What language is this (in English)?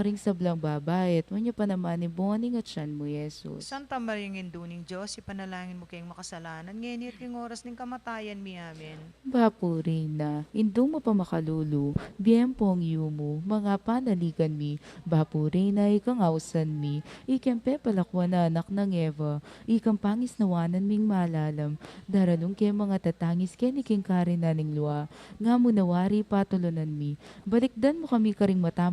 Pampanga